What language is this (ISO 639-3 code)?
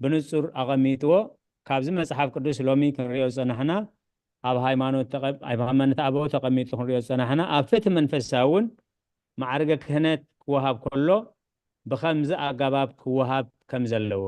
tir